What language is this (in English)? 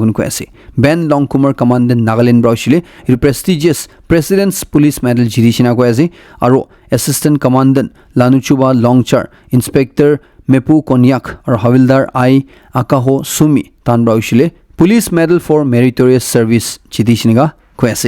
Naga Pidgin